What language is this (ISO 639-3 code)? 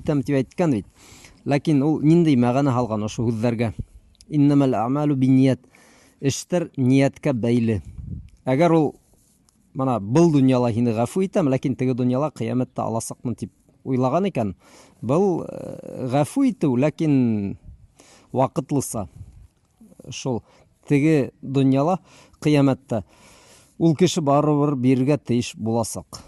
bak